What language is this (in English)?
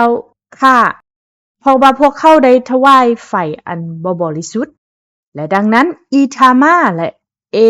Lao